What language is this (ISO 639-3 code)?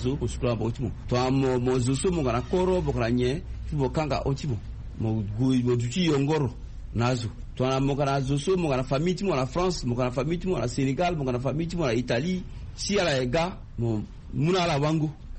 sag